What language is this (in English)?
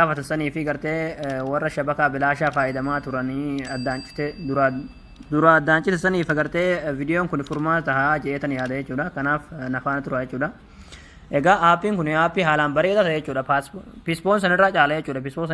Oromo